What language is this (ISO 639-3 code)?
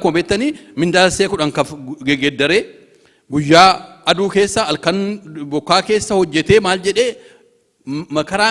orm